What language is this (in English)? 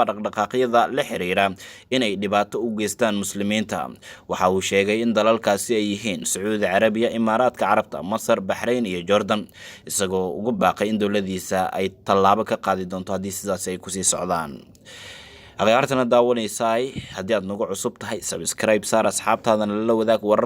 Somali